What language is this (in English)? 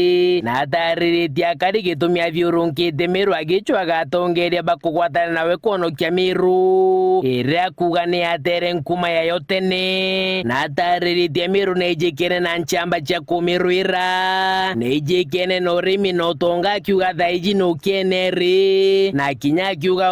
Meru